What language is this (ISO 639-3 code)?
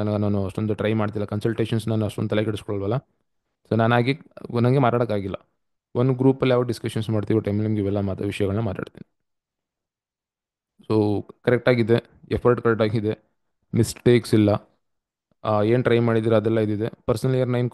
kan